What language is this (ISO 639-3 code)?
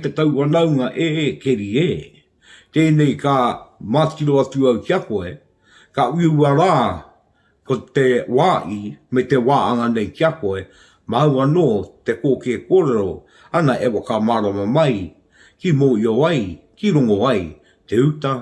mri